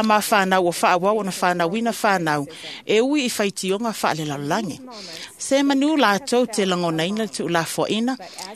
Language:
Samoan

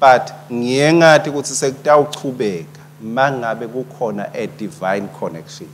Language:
Swati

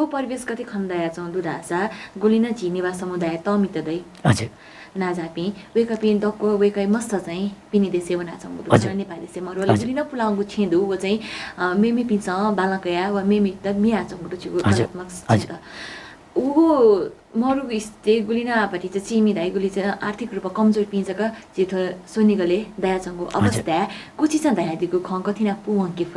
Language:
Newari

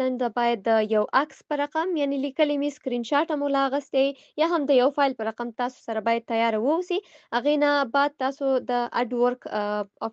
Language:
Pashto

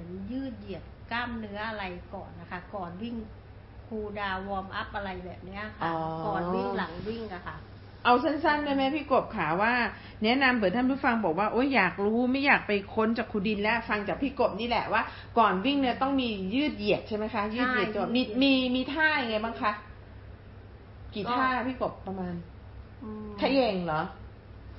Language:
Thai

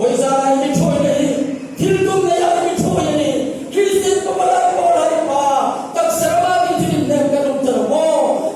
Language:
Hmar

